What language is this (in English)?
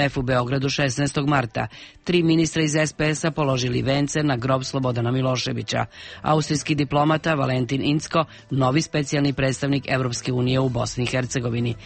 Serbian